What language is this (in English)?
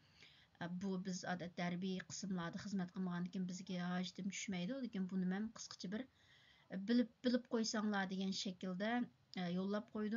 Uyghur